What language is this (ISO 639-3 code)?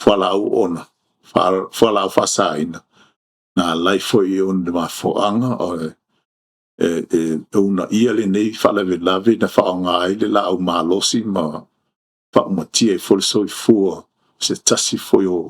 smo